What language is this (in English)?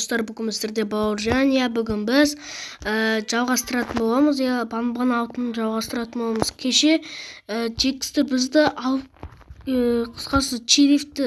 Kazakh